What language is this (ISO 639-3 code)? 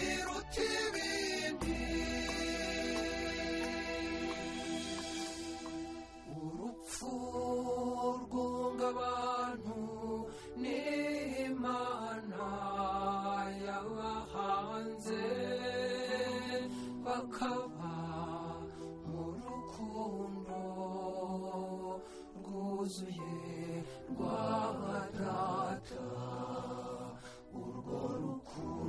kin